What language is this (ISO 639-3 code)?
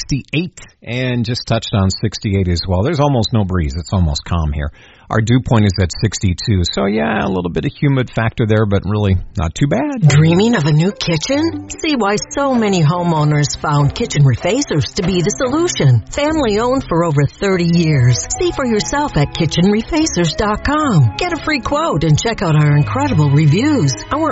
eng